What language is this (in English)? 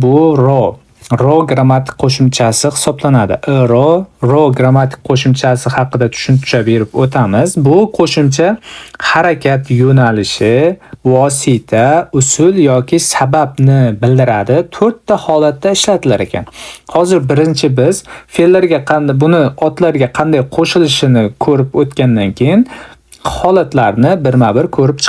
Uzbek